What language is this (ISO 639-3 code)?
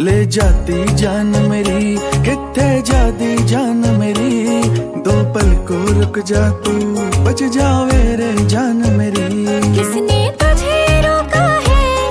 bgc